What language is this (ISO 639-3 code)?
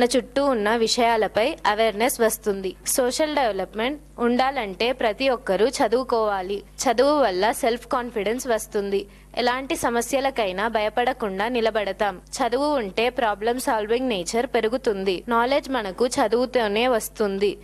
tel